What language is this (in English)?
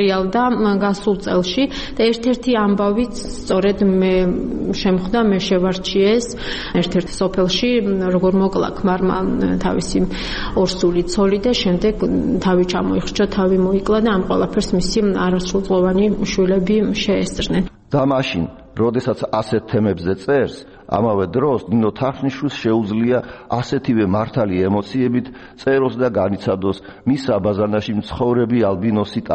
Georgian